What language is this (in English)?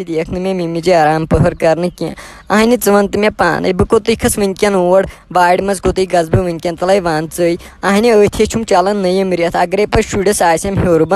Kashmiri